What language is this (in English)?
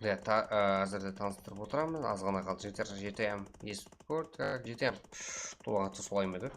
Kara-Kalpak